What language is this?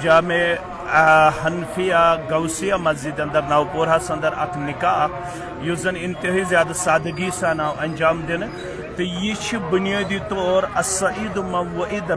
Kashmiri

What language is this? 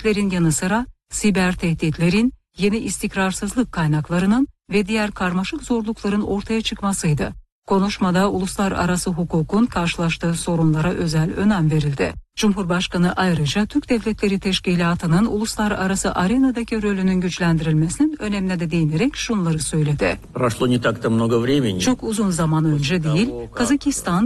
Turkish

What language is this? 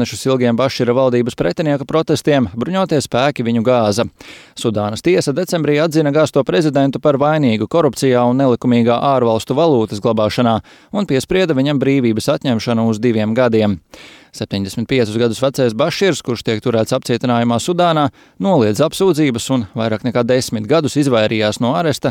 Latvian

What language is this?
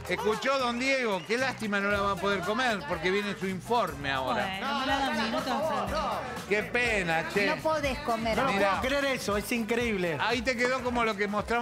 Spanish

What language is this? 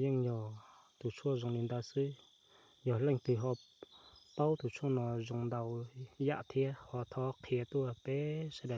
Hmong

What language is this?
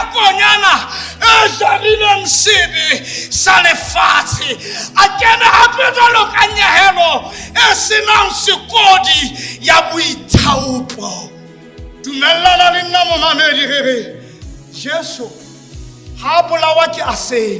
Southern Sotho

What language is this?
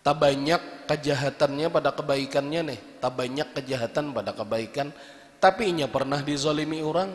Banjar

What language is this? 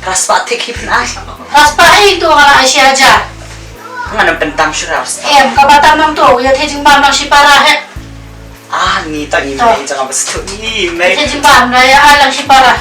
Khasi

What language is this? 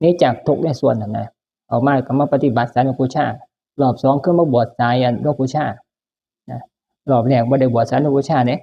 Northeastern Thai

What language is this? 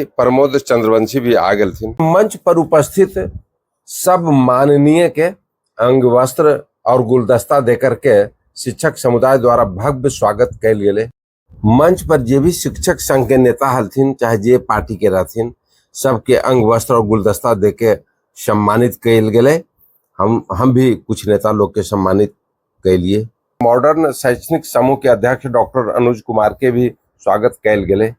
Magahi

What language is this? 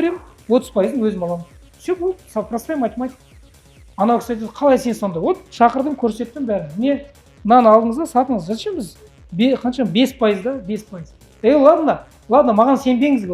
Kazakh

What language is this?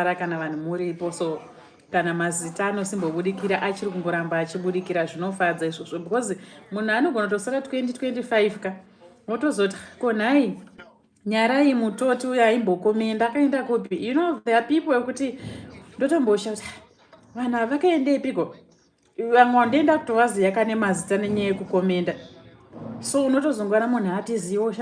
Shona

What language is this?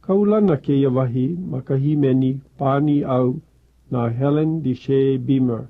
Hawaiian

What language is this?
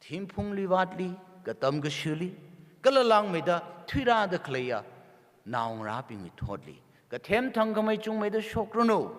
Tangkhul Naga (India)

